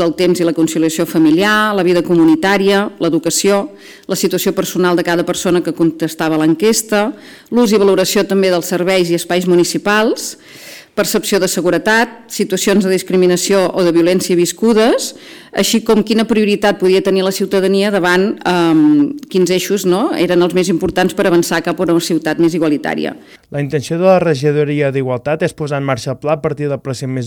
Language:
Catalan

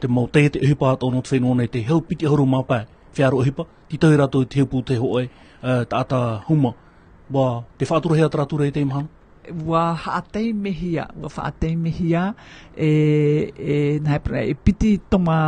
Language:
Tahitian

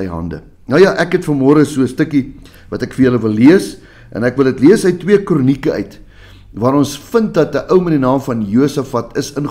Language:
Afrikaans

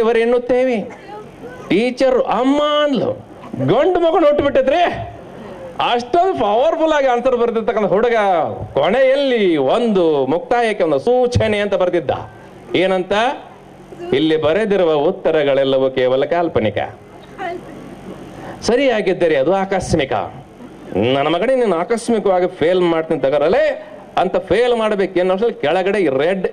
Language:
Kannada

